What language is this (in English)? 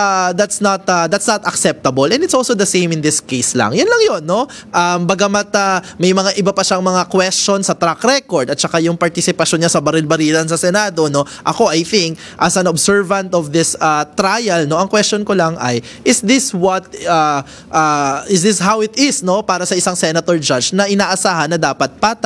Filipino